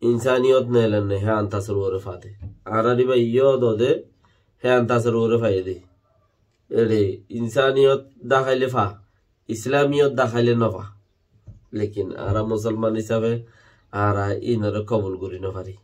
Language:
Rohingya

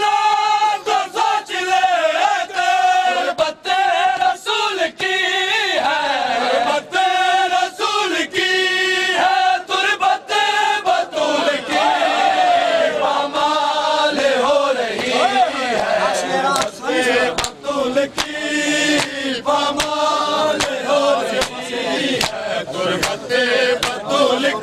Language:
Urdu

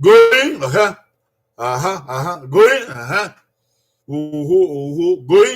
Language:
Bini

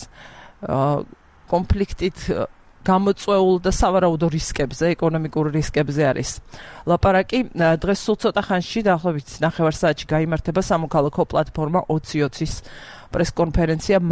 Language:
Georgian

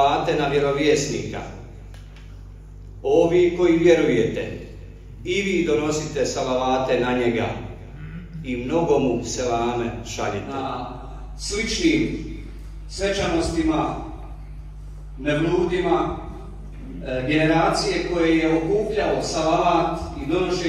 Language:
Bosnian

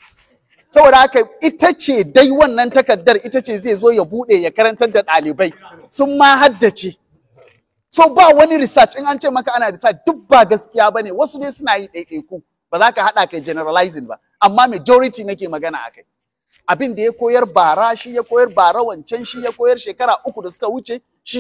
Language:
Hausa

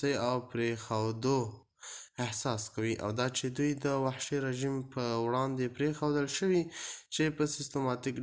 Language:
Pashto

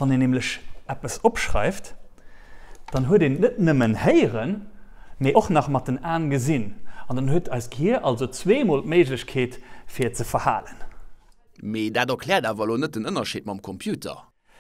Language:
Luxembourgish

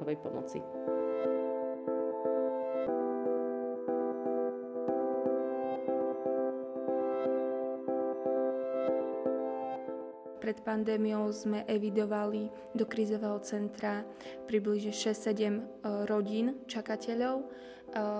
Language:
Slovak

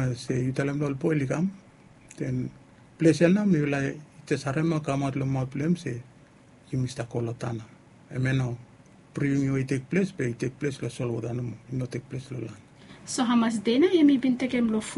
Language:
Bislama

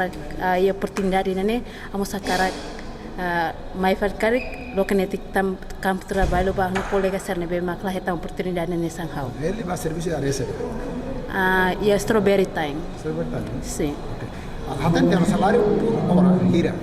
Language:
Tetum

